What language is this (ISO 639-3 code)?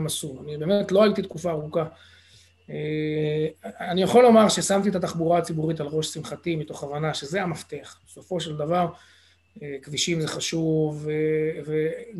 heb